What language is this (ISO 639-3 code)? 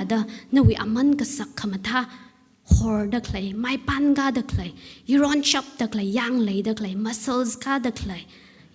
nmf